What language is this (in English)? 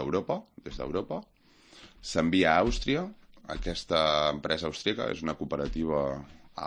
Catalan